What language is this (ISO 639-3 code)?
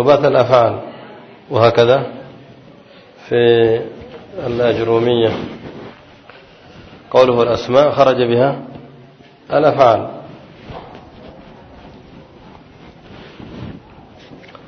ara